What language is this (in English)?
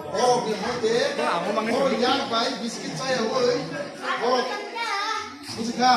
Kok Borok